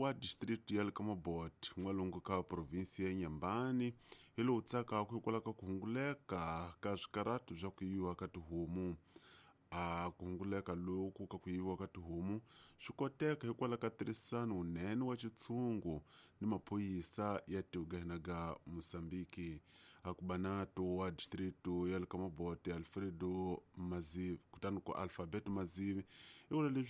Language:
Tsonga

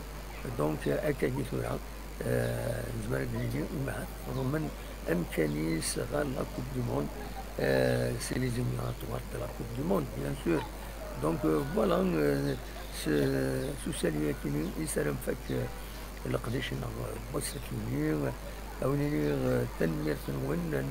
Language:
Kabyle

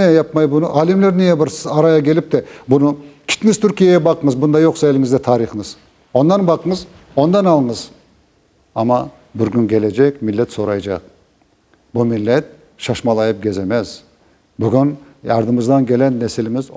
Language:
Crimean Tatar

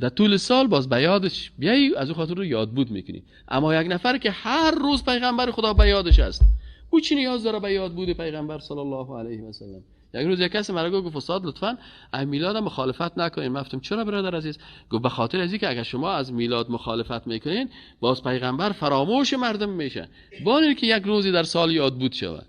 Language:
Persian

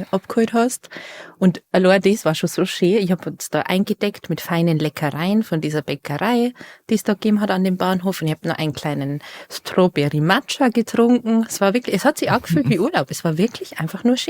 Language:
Bavarian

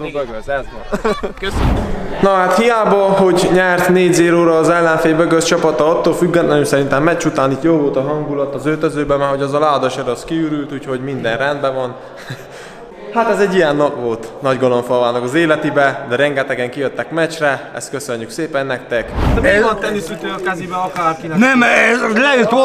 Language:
Hungarian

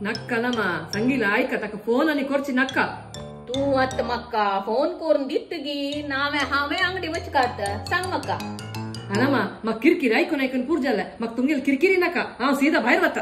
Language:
Konkani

